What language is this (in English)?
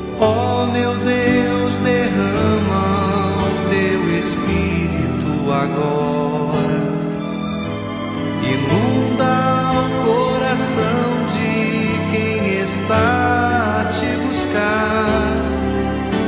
Portuguese